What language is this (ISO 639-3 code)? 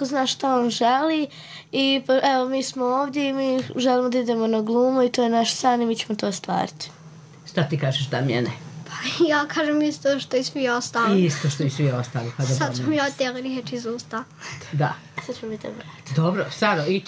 srp